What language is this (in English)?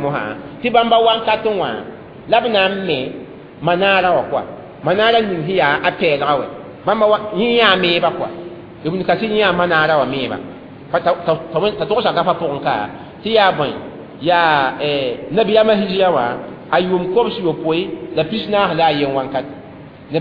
Mossi